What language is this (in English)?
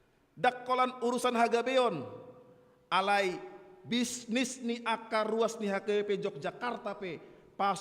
Batak Toba